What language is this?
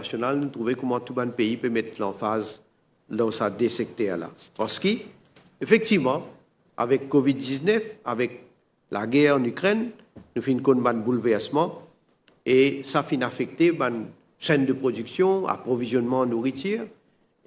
Morisyen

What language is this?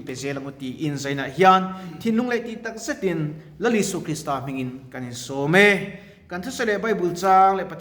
Mizo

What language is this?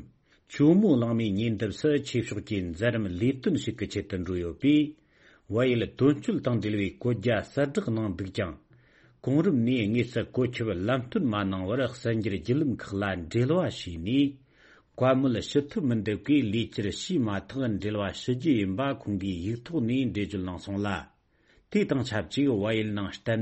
Tibetan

